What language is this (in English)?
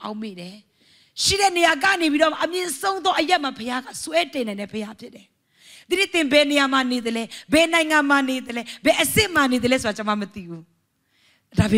Burmese